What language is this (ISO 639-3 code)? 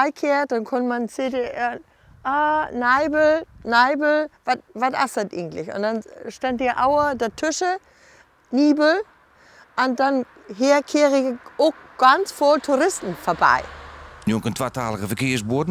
fry